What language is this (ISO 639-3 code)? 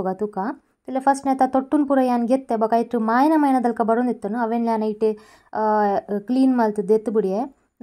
tcy